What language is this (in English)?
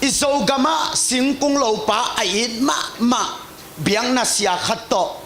Tedim Chin